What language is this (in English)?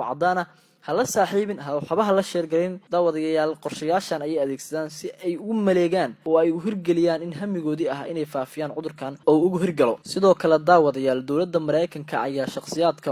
Somali